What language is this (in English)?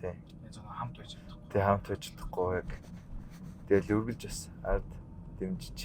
Mongolian